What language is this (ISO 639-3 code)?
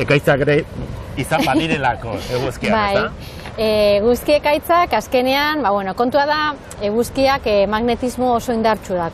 eus